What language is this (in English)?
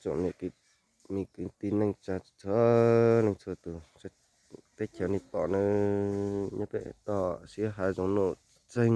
Hmong